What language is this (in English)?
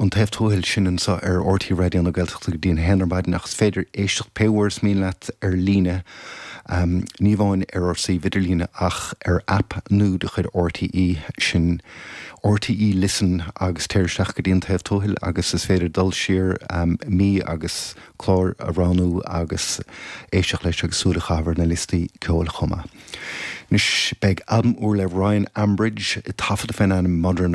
Irish